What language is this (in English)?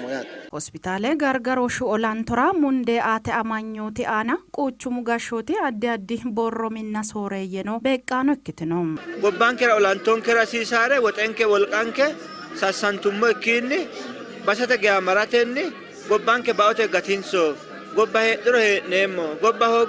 Sidamo